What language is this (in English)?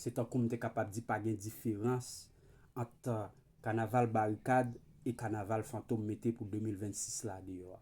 Haitian Creole